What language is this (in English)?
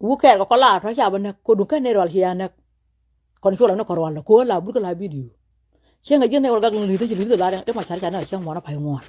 Nuer